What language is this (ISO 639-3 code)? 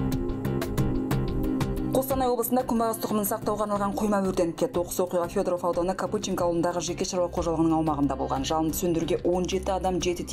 kaz